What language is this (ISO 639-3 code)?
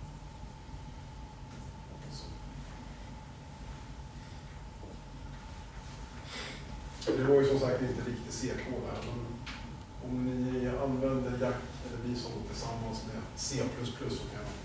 swe